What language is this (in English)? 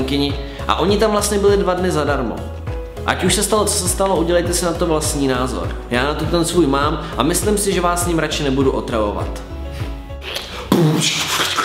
Czech